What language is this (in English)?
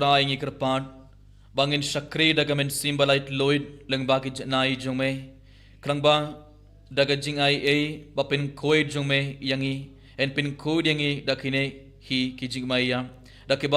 Khasi